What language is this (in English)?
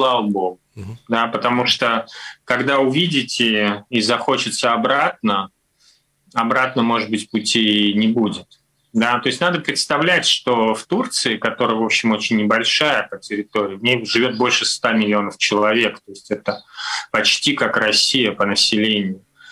Russian